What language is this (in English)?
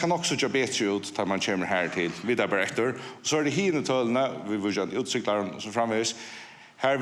Faroese